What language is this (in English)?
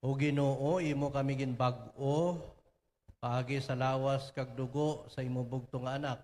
Hiligaynon